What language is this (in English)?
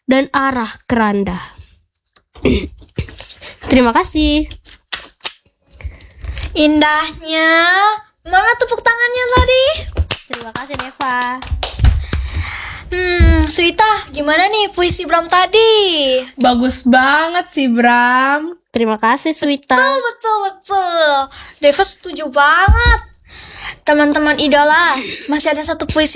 Indonesian